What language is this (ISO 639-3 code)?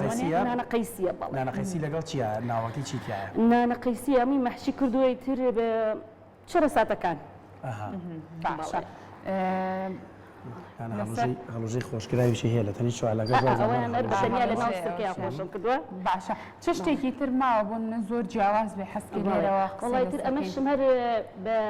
ckb